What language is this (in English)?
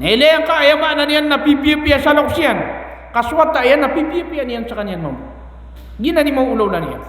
Maranao